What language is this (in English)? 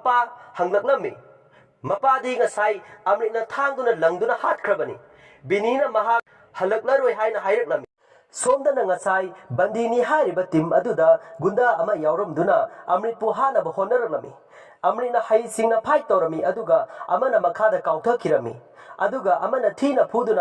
Manipuri